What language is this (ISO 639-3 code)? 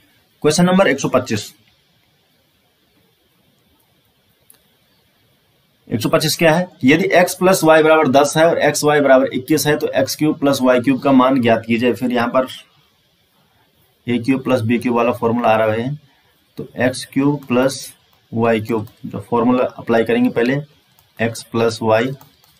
hin